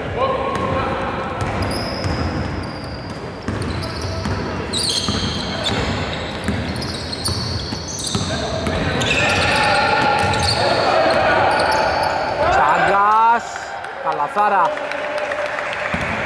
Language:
Greek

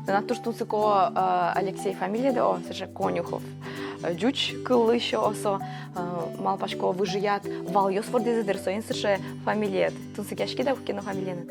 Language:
Udmurt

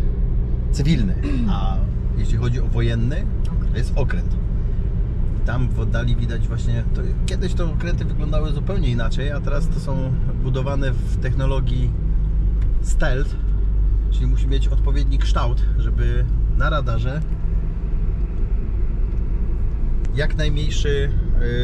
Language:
Polish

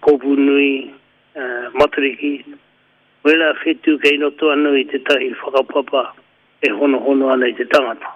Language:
Māori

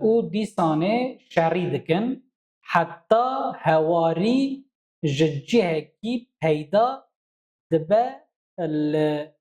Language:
Kurdish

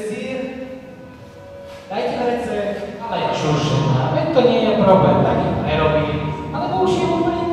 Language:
Slovak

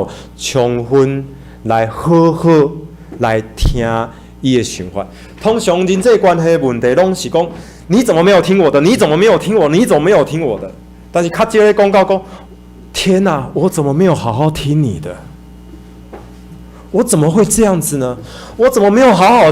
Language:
Min Nan Chinese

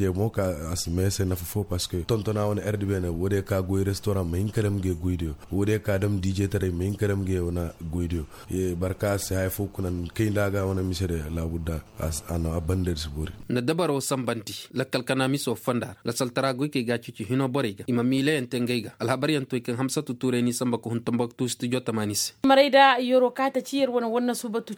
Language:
Koyraboro Senni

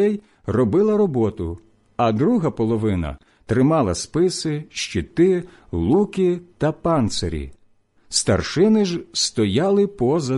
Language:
Ukrainian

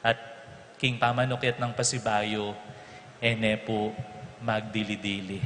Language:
Pampanga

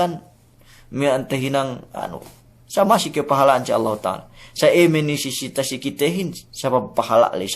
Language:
Yakan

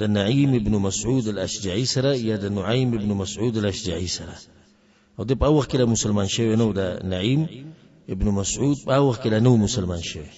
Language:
Pashto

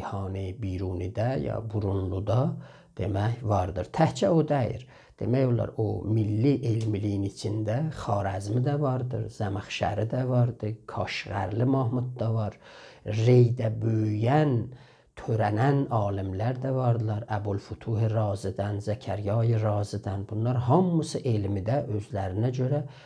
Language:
South Azerbaijani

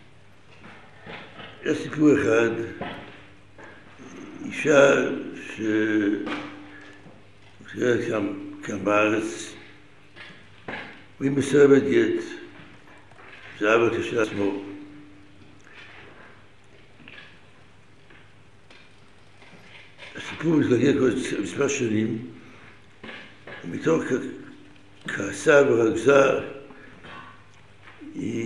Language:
Hebrew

